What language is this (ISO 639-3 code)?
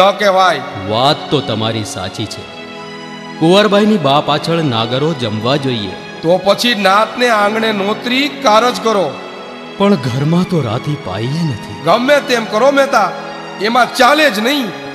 guj